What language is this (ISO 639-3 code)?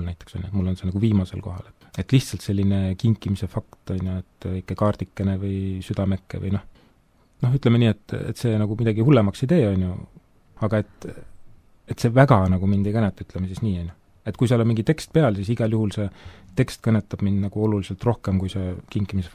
est